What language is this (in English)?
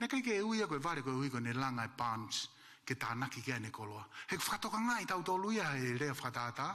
Tongan